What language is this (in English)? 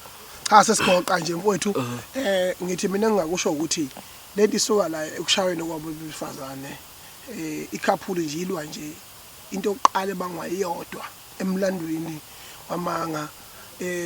Zulu